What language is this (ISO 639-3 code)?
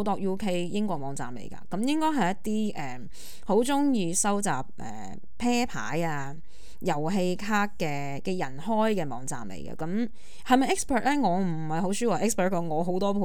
yue